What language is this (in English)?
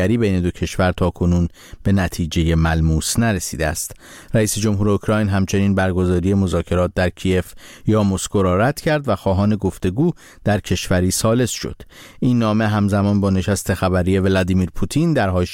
Persian